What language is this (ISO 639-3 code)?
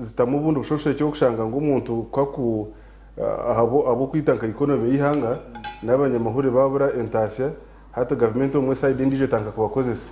nyn